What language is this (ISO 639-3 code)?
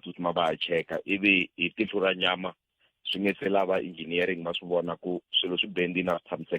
tso